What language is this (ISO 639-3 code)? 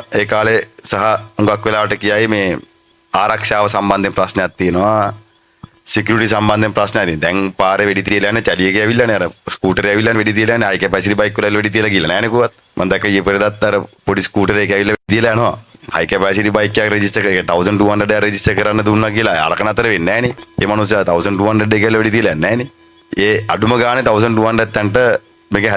sin